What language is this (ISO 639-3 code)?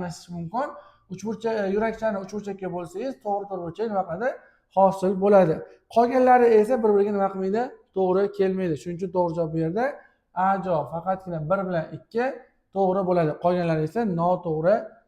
uzb